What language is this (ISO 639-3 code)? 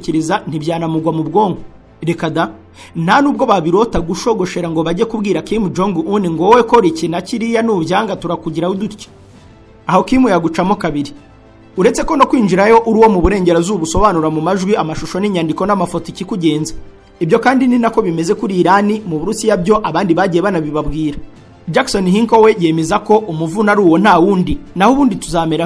kin